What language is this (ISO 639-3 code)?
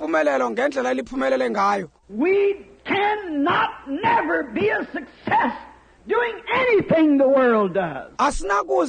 xho